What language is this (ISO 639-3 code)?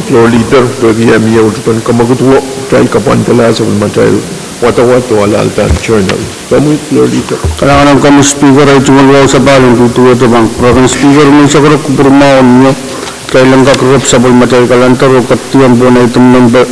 pon